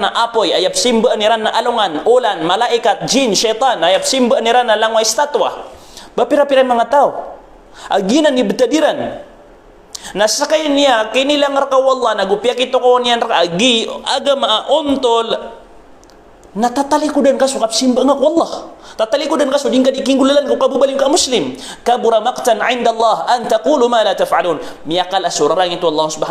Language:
Maranao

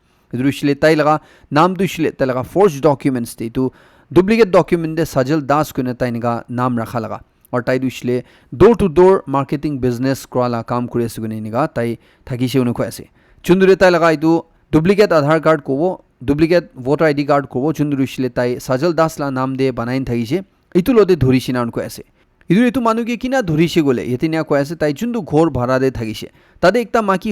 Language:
Naga Pidgin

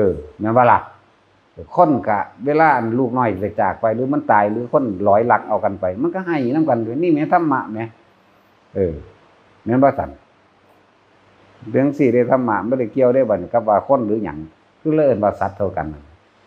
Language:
Northeastern Thai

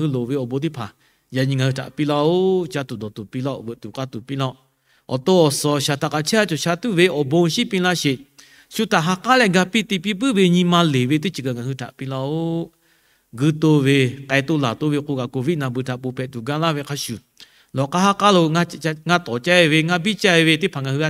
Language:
Lahu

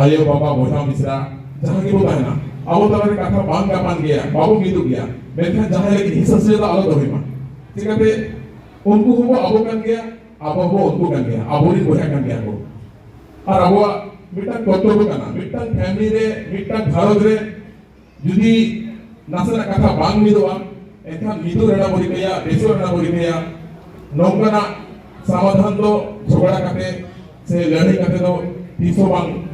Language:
Santali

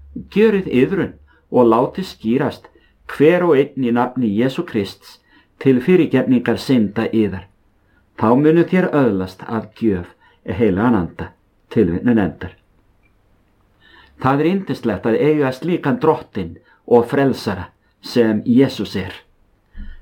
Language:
Icelandic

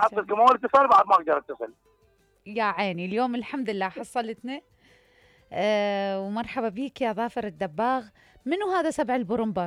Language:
Mesopotamian Arabic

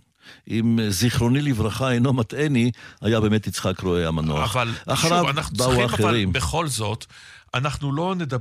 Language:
Hebrew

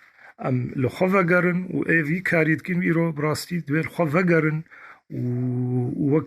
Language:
Kurdish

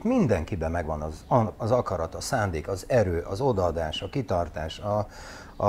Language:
Hungarian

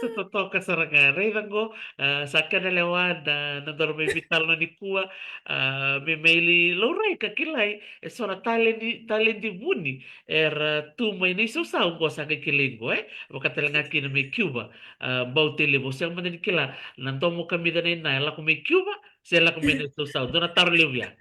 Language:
Fijian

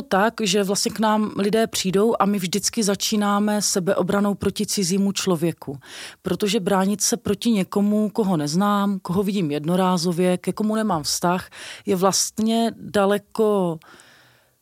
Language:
Czech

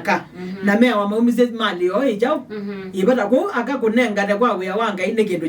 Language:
Kamba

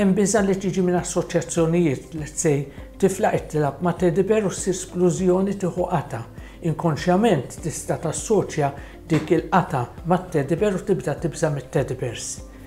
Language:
Maltese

